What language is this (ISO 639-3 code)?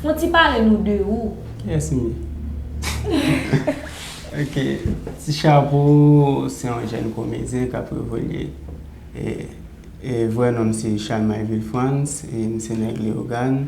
hat